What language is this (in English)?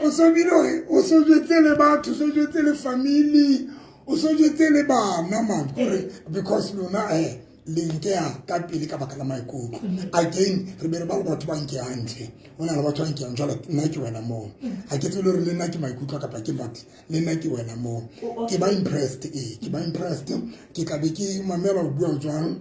Southern Sotho